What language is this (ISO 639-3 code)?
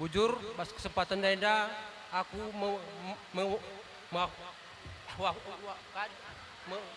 btx